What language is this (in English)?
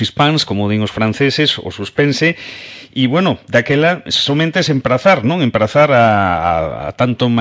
Galician